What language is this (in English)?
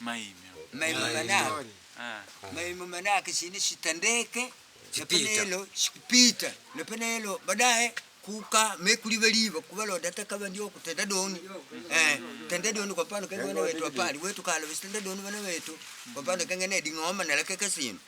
Makonde